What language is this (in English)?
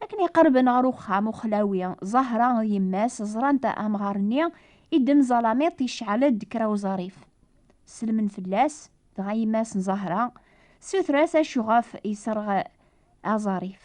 Kabyle